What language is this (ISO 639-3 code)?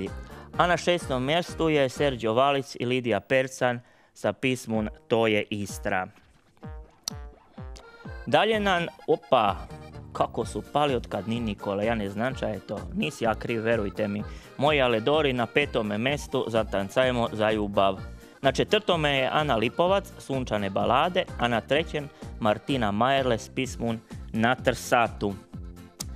hrv